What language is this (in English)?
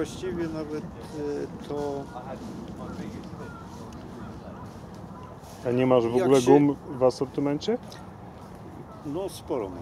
Polish